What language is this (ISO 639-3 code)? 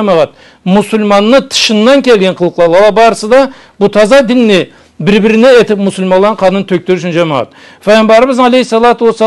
krc